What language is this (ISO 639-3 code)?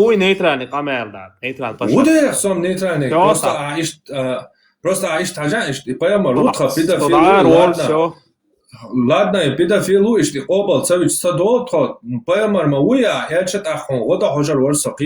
che